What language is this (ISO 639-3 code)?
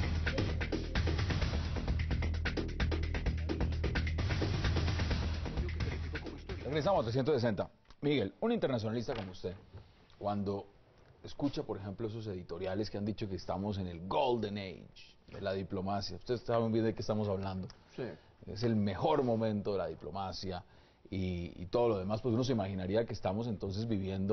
spa